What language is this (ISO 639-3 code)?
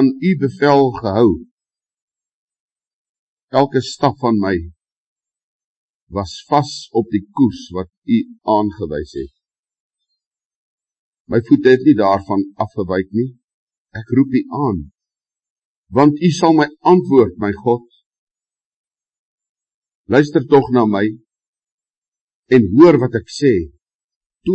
afr